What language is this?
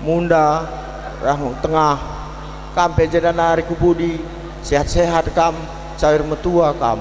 Batak Karo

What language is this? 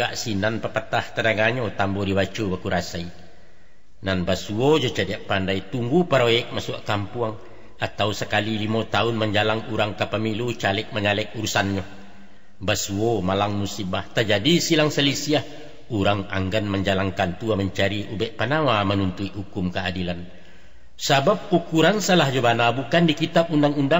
Minangkabau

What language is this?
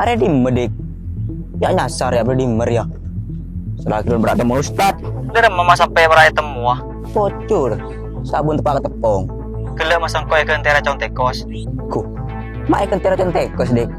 Madurese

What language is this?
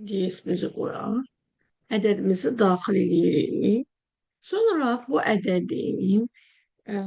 Azerbaijani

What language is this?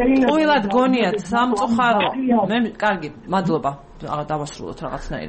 Georgian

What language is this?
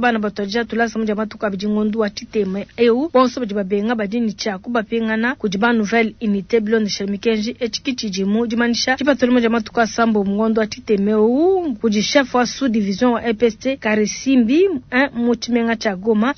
Luba-Lulua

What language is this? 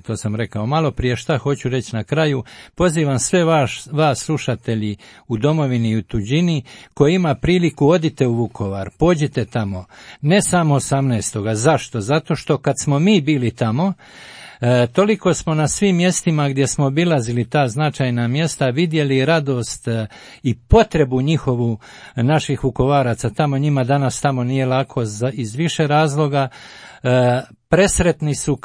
Croatian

